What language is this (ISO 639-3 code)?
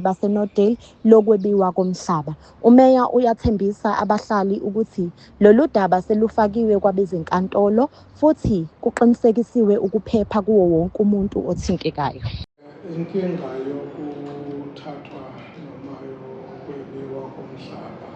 zul